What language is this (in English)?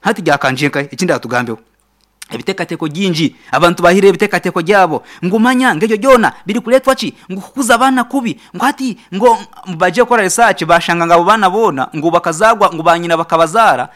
Nyankole